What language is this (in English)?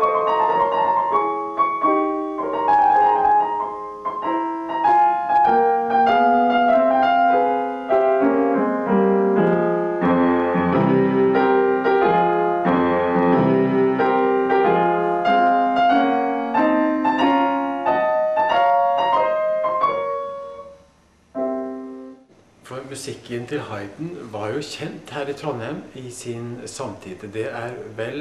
Norwegian